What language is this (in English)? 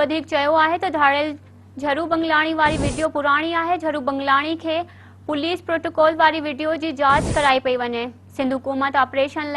Sindhi